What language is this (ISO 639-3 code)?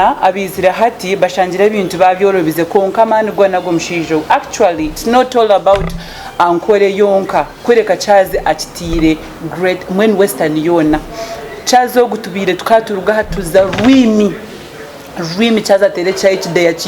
nyn